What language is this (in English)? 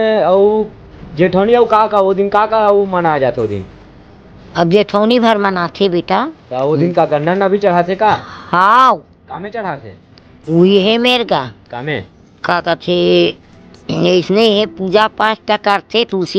Chhattisgarhi